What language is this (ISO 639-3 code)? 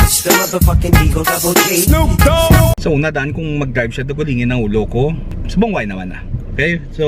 hil